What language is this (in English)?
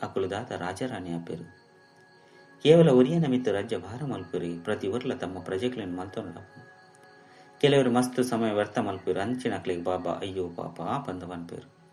Tulu